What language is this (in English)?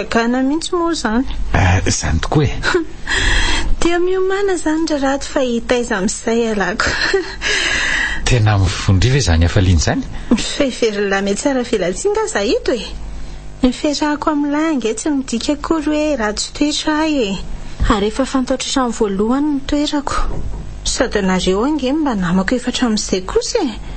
Malagasy